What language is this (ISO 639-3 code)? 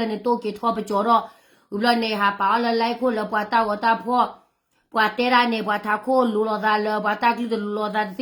ksw